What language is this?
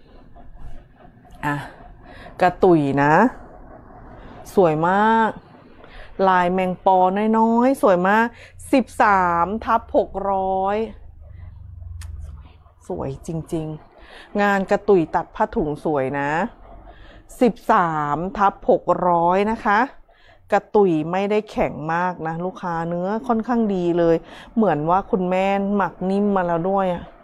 Thai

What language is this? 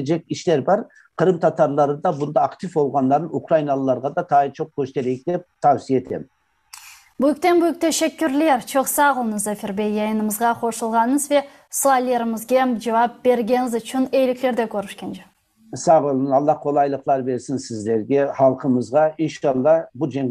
Crimean Tatar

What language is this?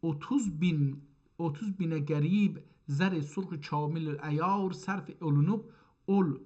South Azerbaijani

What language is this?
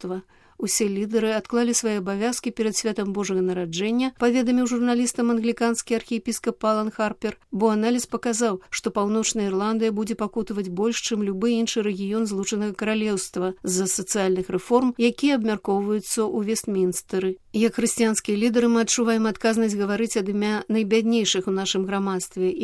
Belarusian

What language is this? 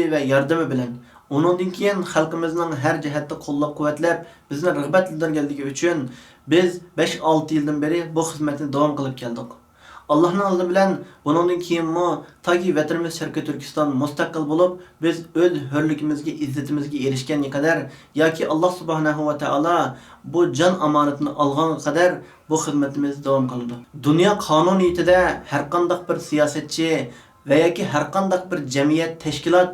Uyghur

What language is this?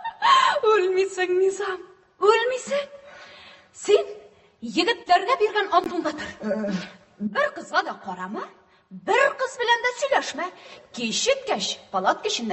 Tatar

